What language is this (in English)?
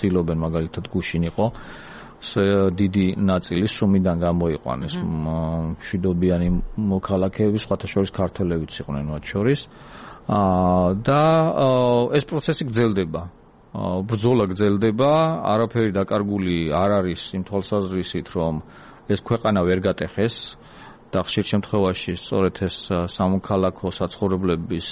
Georgian